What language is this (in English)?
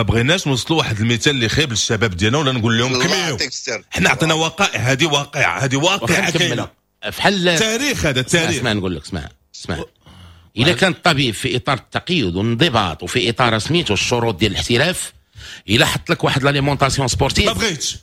Moroccan Arabic